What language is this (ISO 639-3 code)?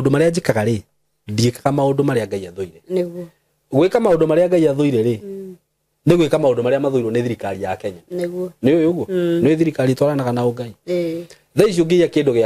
kik